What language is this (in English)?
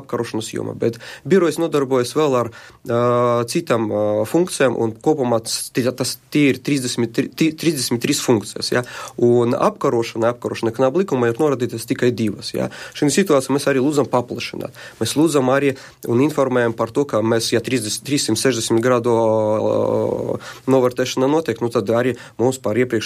Latvian